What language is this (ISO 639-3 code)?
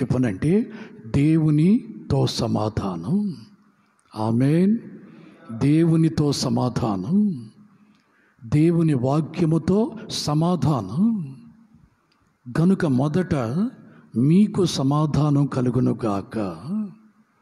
tel